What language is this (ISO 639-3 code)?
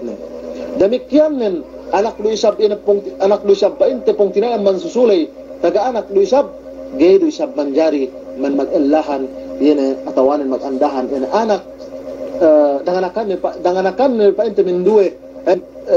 yka